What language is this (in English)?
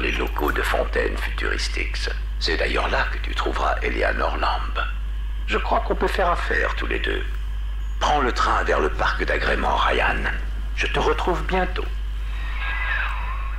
French